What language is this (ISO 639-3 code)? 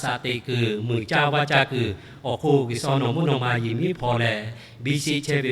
lhu